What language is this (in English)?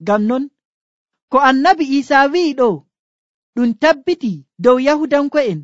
Nigerian Fulfulde